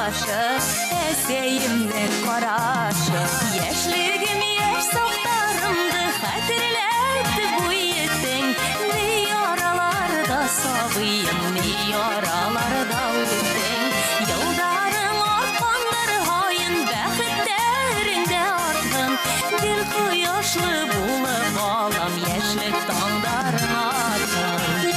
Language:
Bashkir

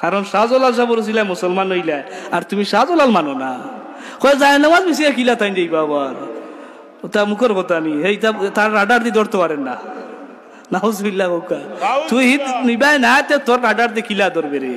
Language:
Sylheti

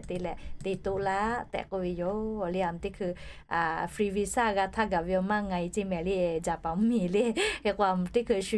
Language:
Lahu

